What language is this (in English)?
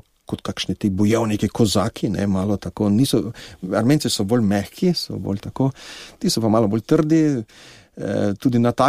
Slovenian